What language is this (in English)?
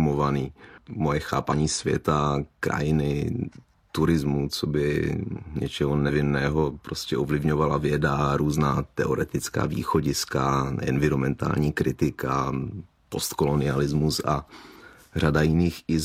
Czech